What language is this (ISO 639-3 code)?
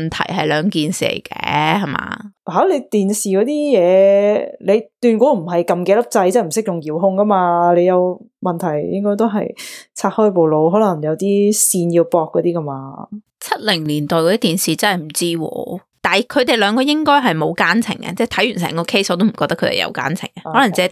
yue